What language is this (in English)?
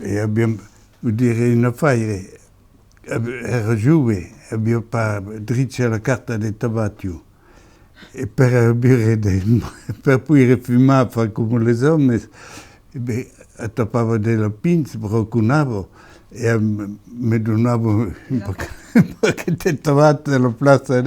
Occitan